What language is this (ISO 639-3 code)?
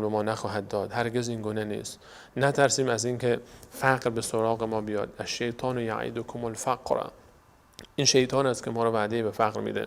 fas